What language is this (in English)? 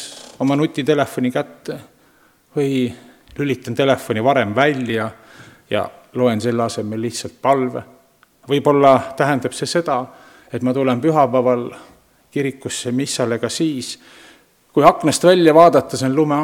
Estonian